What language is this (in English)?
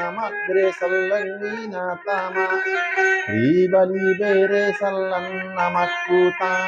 Buginese